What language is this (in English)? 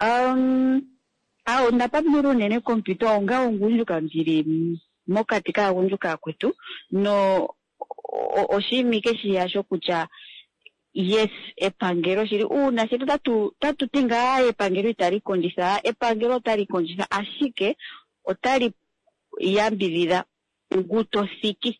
Kuanyama